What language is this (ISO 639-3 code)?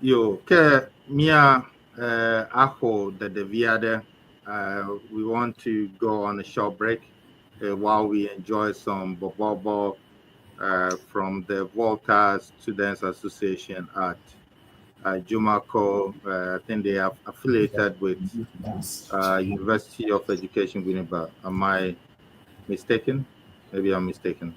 ewe